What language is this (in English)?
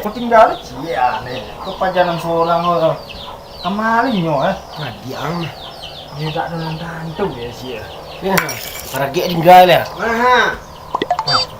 Minangkabau